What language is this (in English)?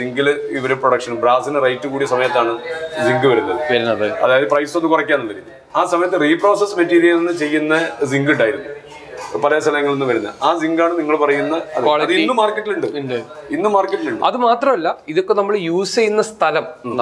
Malayalam